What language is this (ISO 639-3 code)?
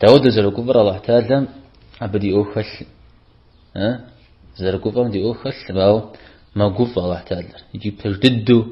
kbd